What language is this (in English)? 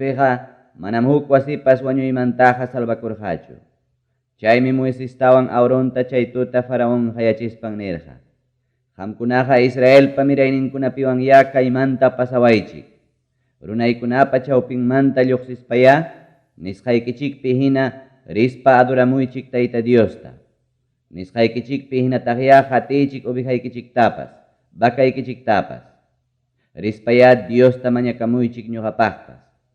Ayacucho Quechua